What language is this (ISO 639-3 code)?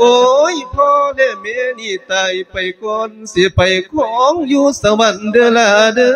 lao